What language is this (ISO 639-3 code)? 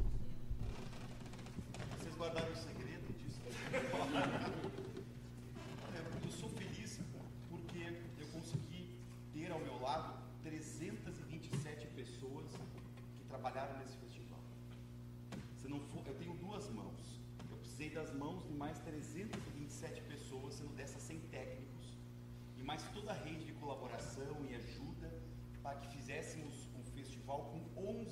por